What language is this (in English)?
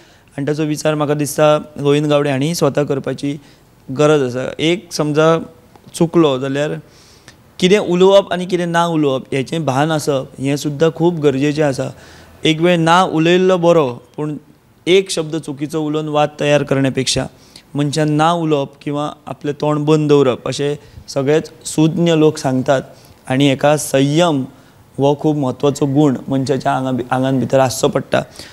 Konkani